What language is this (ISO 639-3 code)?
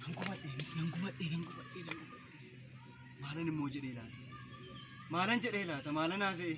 orm